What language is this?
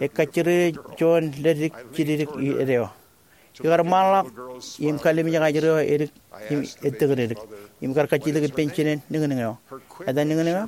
Marshallese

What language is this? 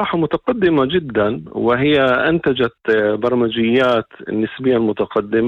North Levantine Arabic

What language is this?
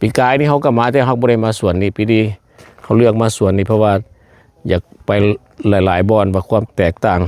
Lao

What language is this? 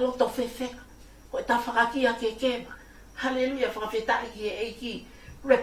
Tongan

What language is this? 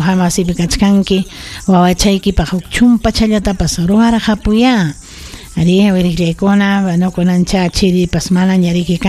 Ayacucho Quechua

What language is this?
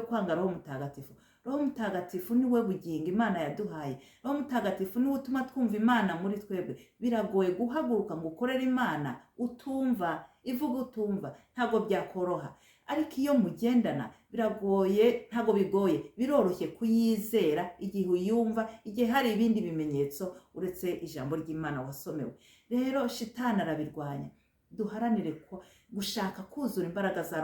Kinyarwanda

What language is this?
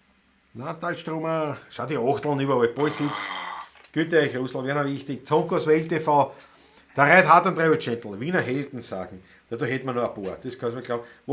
Bavarian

